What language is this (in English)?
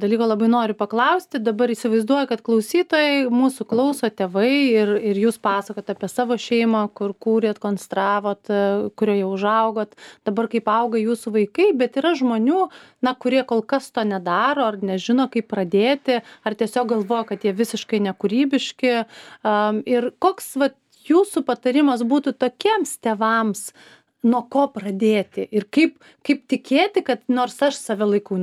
Lithuanian